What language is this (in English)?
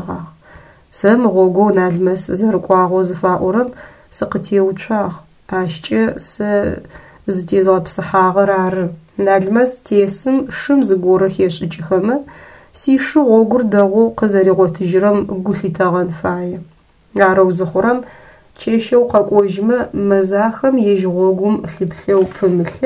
Adyghe